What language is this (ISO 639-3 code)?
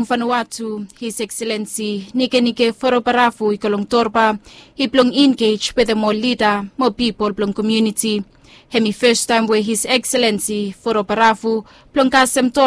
bis